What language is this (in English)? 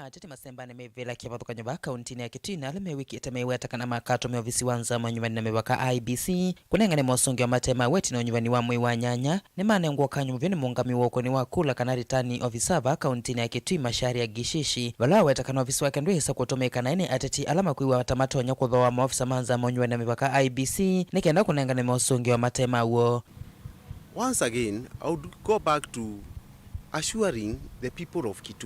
Kamba